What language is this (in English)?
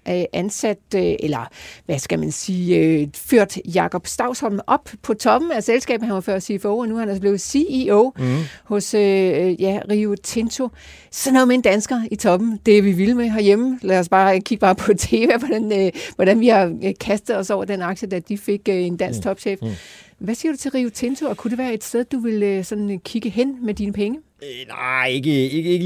Danish